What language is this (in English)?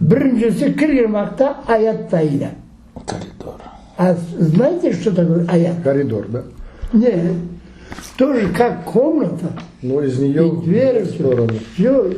Crimean Tatar